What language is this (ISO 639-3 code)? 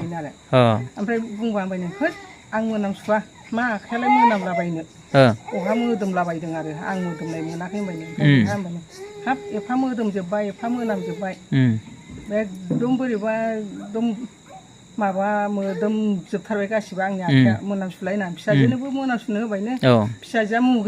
brx